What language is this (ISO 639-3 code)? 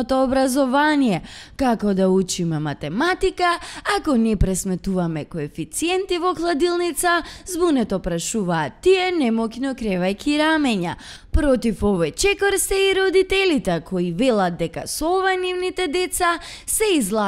mkd